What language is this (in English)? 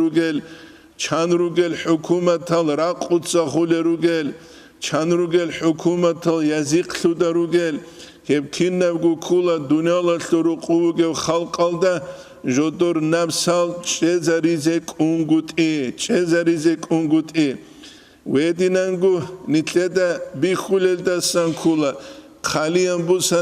Avaric